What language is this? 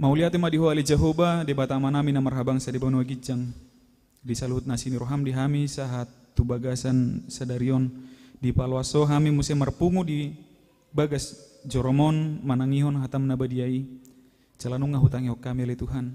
Batak Toba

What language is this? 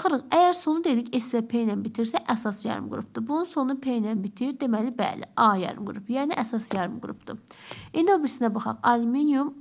Azerbaijani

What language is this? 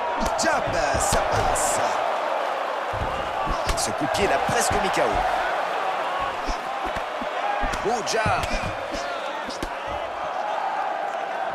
French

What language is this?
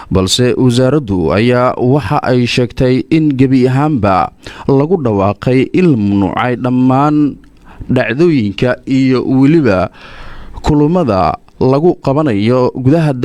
Somali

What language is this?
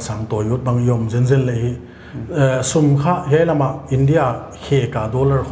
Paite Chin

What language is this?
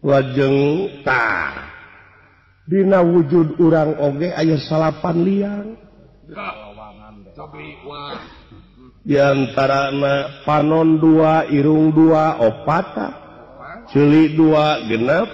Sundanese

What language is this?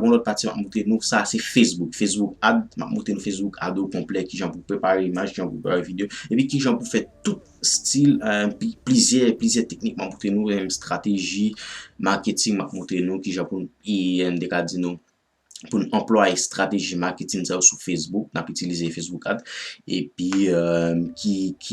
Haitian Creole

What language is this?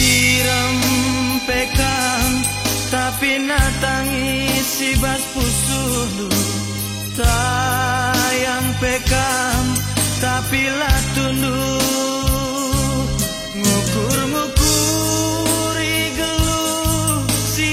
Batak Karo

